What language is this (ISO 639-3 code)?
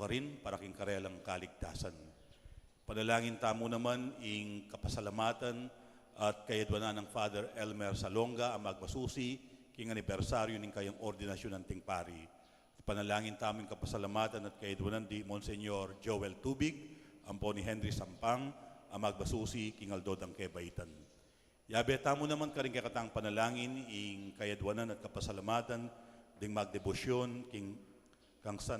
pam